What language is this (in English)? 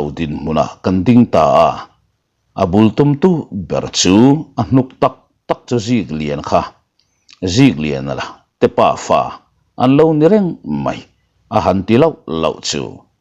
Mizo